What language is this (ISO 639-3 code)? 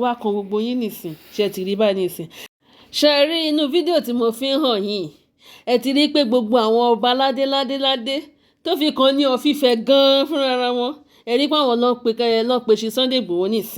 yor